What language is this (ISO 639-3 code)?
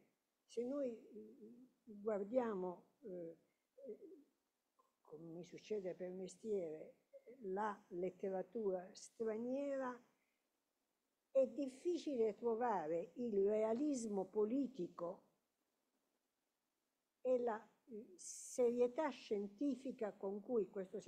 ita